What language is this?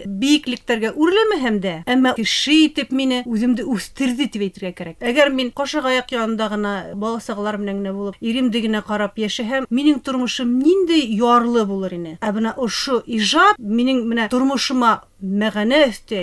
Bashkir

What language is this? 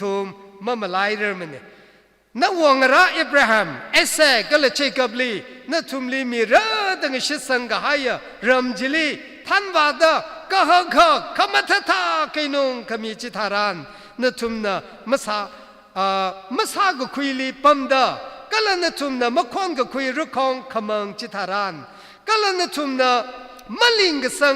Tangkhul Naga (India)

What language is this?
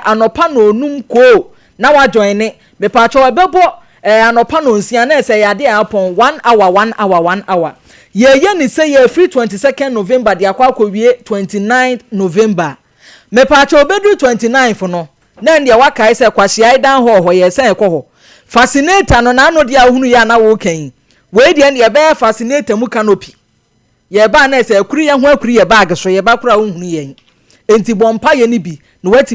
Akan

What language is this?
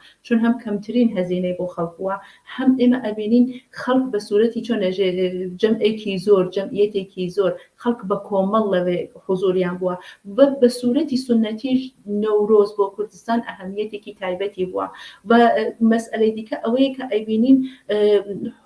Central Kurdish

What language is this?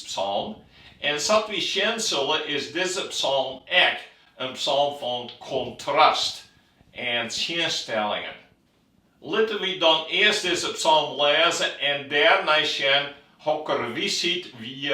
Western Frisian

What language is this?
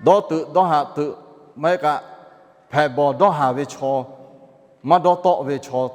Lahu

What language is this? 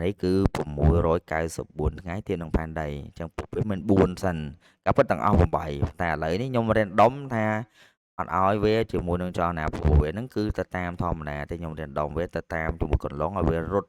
Khmer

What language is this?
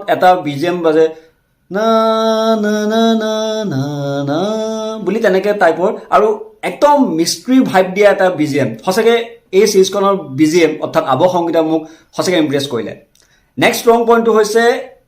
Assamese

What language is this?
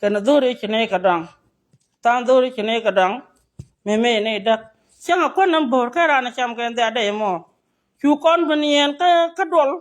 Nuer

